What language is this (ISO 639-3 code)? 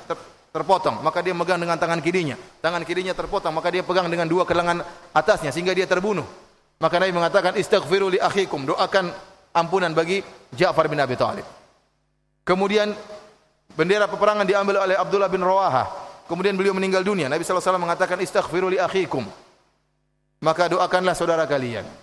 ind